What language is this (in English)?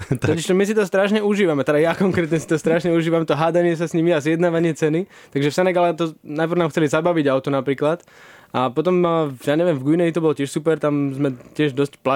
Slovak